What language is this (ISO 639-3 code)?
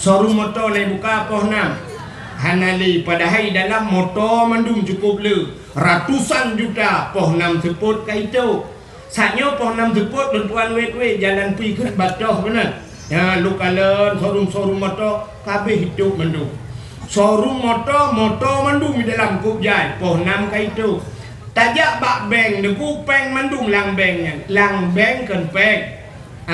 ace